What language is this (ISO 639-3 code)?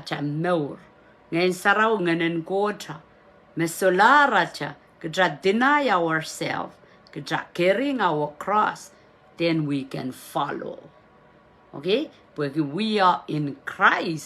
pon